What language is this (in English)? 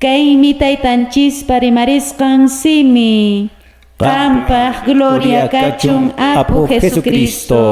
Quechua